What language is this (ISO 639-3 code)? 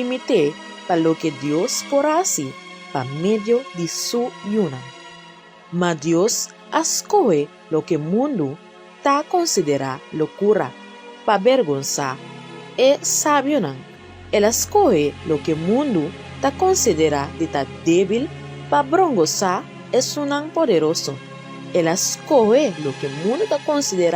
pap